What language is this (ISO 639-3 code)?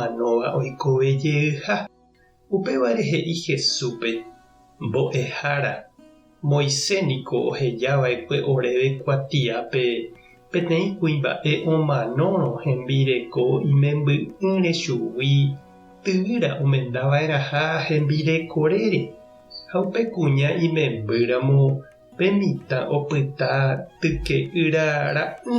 grn